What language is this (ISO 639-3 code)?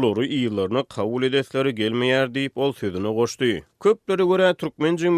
tuk